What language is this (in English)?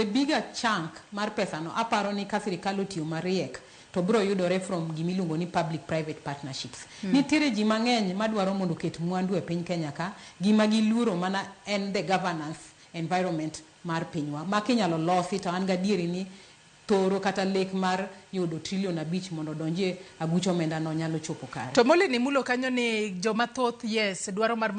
Luo (Kenya and Tanzania)